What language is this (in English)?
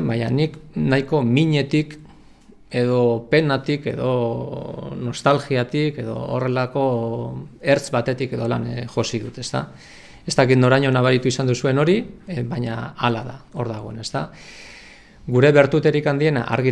Basque